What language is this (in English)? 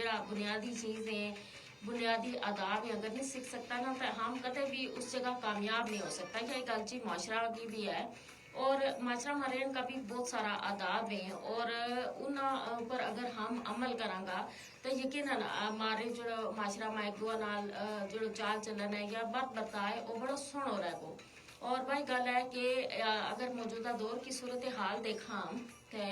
Gujari